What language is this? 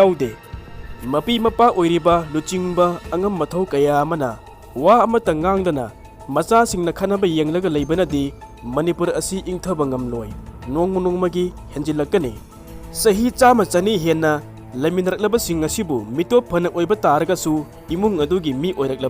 Manipuri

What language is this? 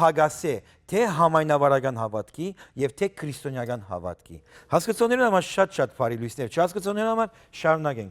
Western Armenian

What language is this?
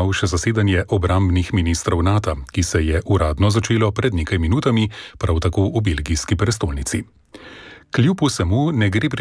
Slovenian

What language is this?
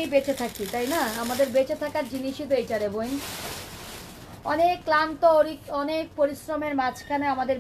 Bangla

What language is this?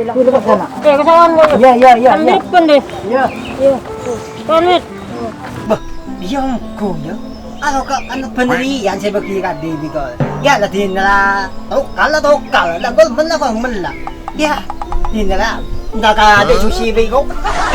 Madurese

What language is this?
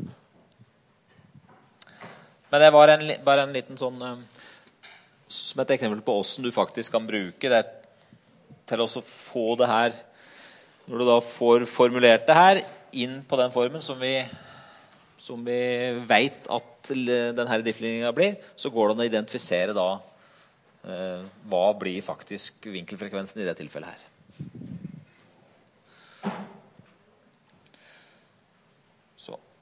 Norwegian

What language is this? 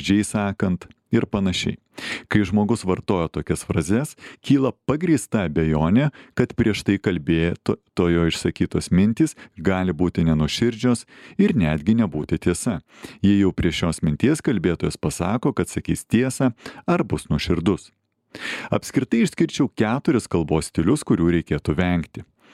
Lithuanian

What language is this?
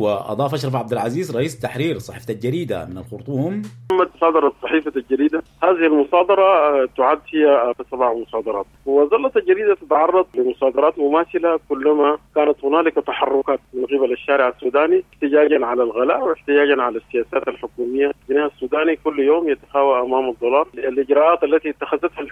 Sudanese Arabic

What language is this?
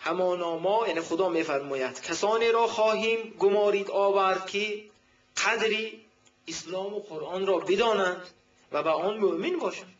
Tajik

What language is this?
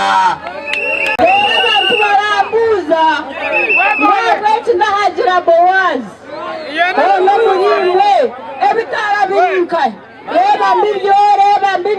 Nyankole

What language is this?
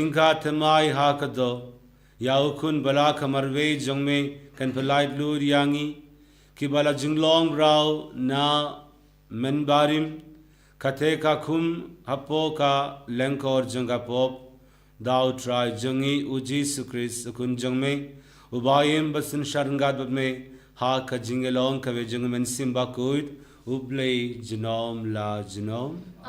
Khasi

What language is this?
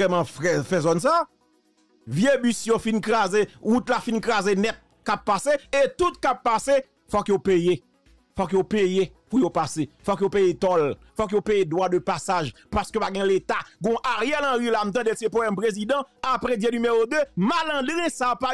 Haitian Creole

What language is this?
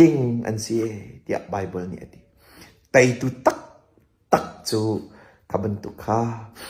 Hakha Chin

